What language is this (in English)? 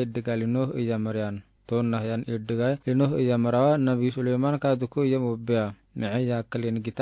Afar